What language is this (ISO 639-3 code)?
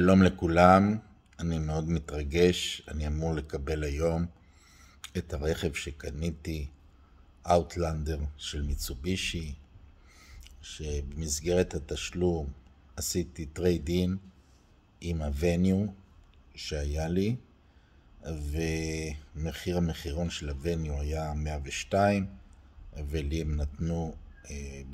heb